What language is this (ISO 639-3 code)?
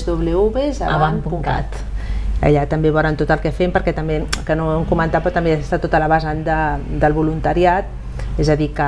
cat